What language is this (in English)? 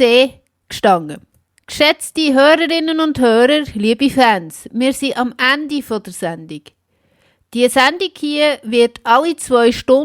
Swiss German